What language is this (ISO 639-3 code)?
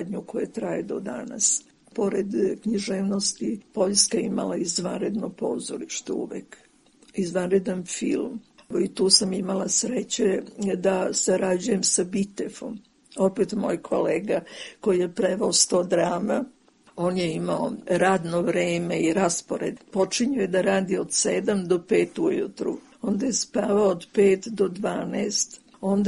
srp